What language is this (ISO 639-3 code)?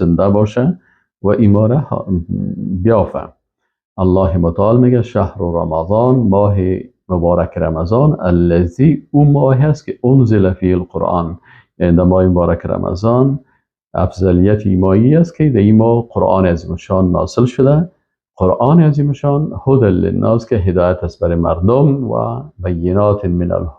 fas